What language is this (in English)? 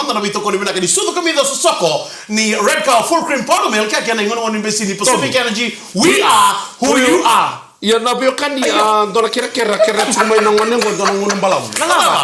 Fijian